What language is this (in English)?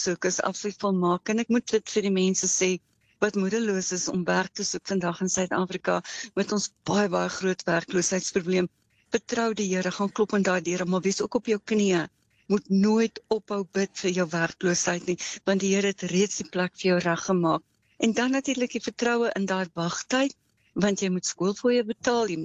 Afrikaans